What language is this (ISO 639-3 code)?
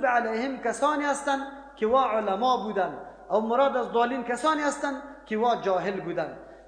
fas